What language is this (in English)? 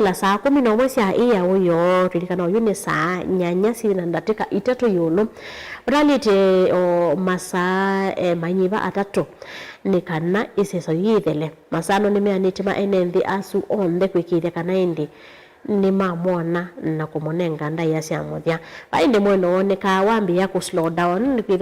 Kamba